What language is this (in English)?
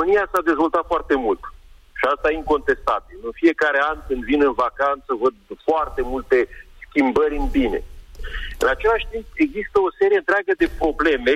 Romanian